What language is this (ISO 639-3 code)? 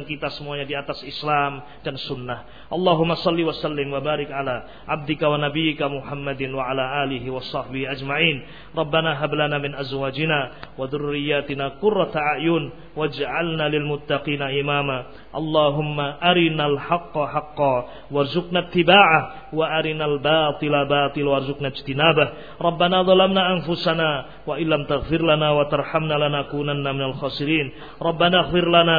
ind